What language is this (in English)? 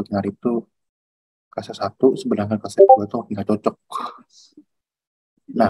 Indonesian